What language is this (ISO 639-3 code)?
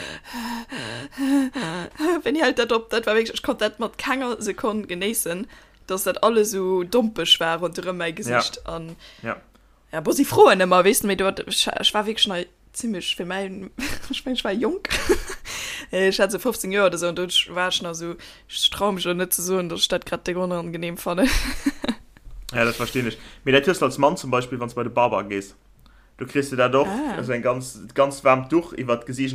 ltz